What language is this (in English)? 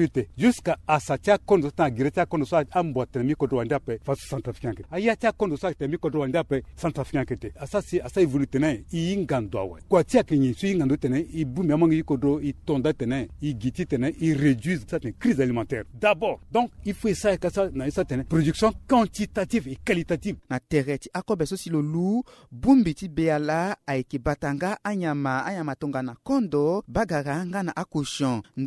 Sango